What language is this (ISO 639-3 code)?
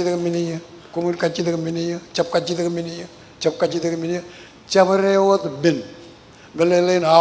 mah